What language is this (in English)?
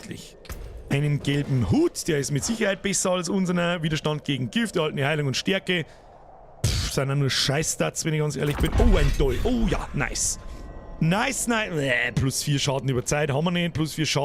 Bavarian